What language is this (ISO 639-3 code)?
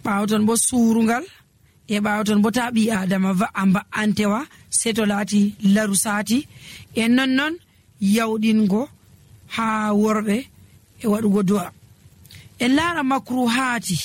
fuv